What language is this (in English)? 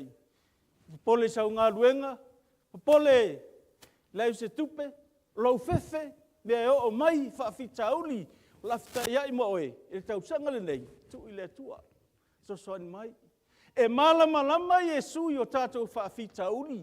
Samoan